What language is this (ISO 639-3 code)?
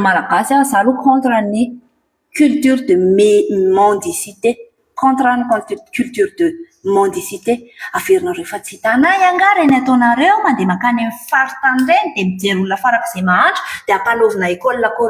mlg